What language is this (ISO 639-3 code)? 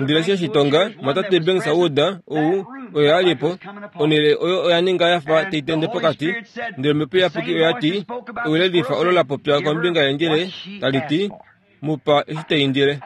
kua